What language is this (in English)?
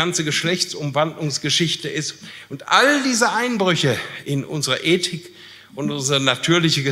German